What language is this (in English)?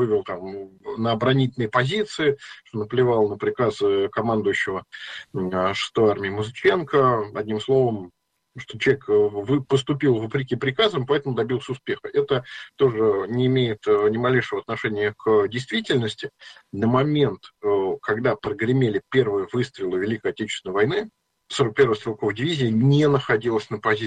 Russian